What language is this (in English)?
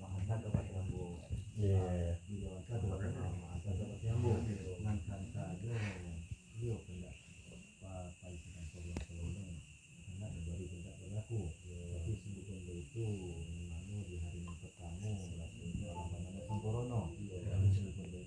Minangkabau